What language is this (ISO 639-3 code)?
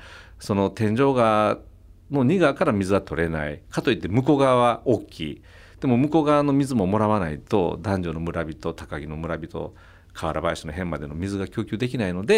jpn